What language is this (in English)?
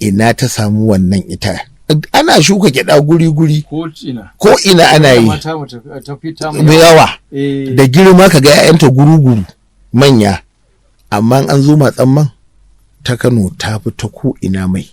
Hausa